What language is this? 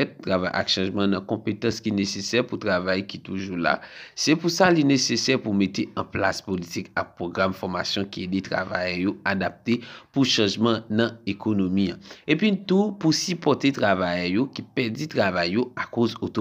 Haitian Creole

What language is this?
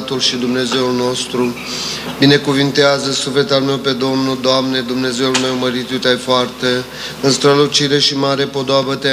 Romanian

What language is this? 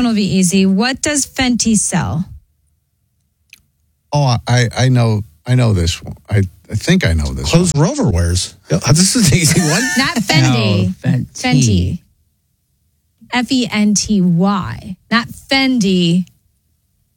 English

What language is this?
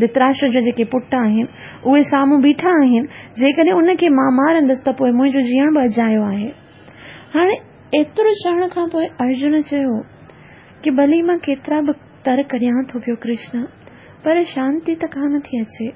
Sindhi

